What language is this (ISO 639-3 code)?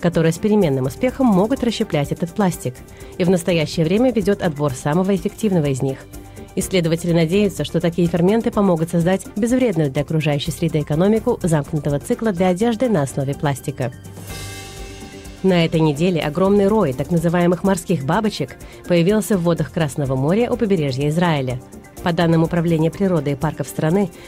rus